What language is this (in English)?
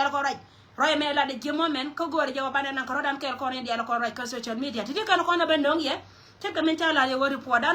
Nuer